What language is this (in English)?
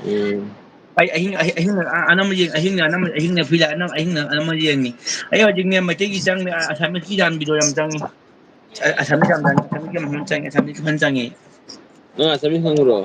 Manipuri